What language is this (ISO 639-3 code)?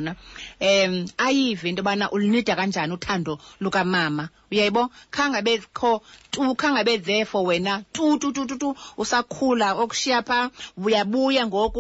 xho